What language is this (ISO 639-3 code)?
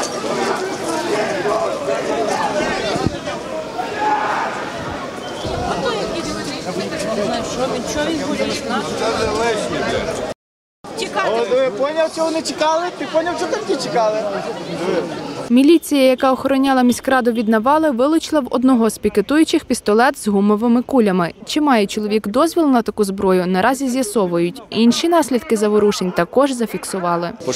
ukr